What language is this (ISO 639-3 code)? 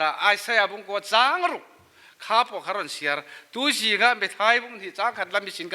cfm